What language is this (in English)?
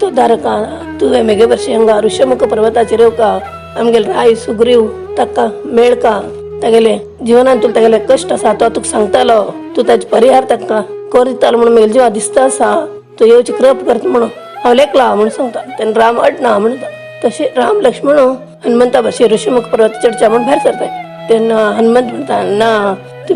Konkani